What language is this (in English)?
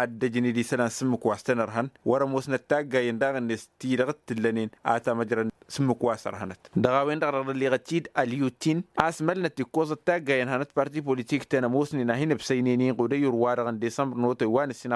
Tamasheq